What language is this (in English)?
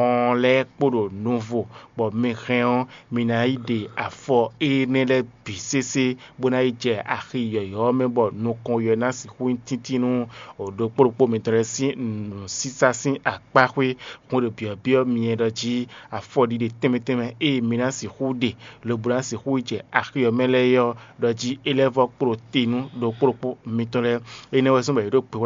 Fon